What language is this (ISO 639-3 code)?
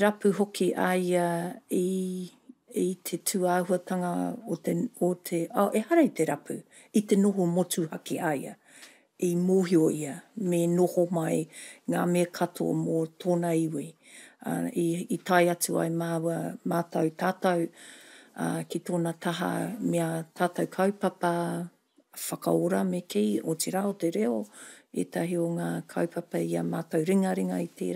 mri